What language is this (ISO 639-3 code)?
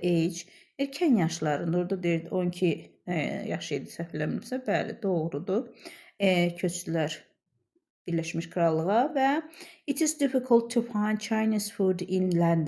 aze